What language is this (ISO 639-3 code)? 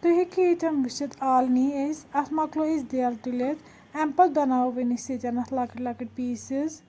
kas